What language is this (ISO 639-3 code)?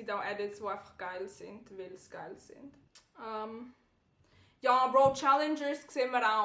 gsw